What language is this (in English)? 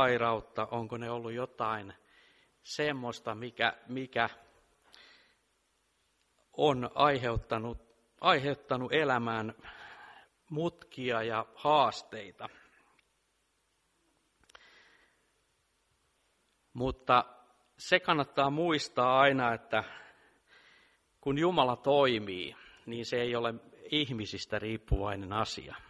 Finnish